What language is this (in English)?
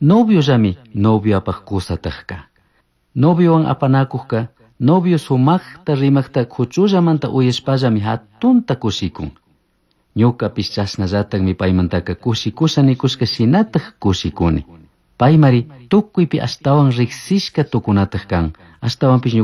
Chimborazo Highland Quichua